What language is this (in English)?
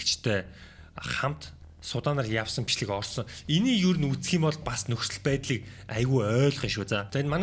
Mongolian